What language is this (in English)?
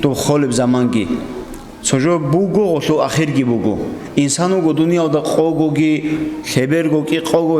Avaric